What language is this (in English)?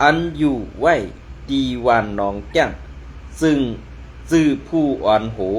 Shan